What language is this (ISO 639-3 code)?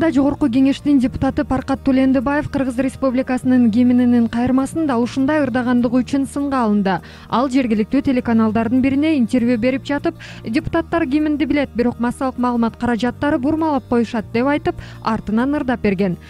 kir